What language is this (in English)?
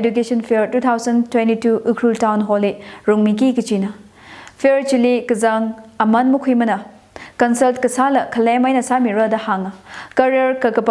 Tangkhul Naga (India)